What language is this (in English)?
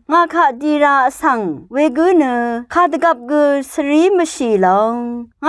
Rawang